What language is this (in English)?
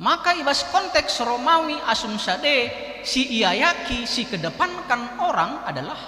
Batak Karo